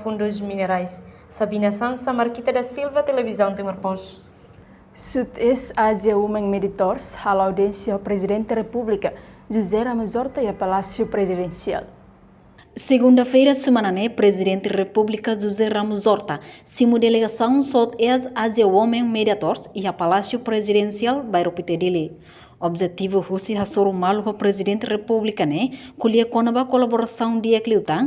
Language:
Tetum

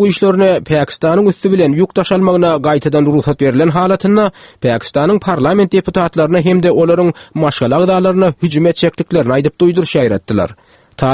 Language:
Turkmen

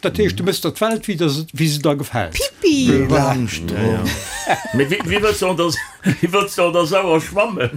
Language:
Luxembourgish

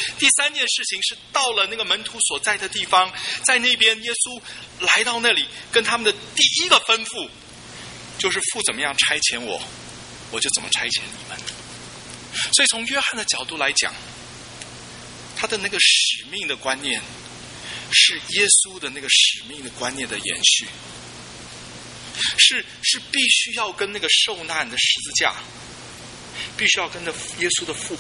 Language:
Chinese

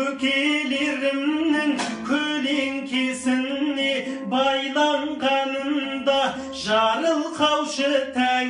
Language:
Kazakh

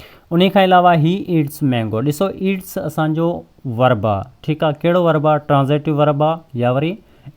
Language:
Sindhi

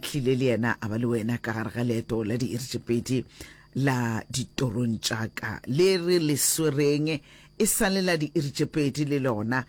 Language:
Northern Sotho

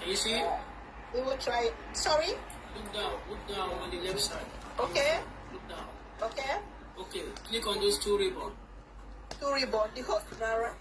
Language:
Nigerian Pidgin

